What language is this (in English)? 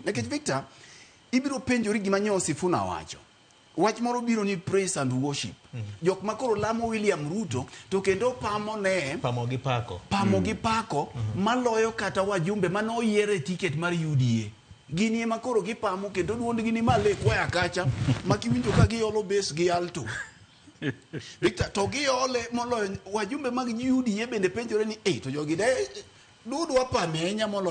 Luo (Kenya and Tanzania)